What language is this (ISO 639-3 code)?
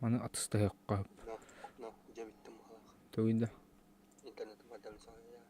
sah